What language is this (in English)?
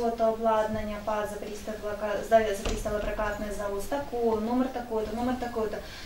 Ukrainian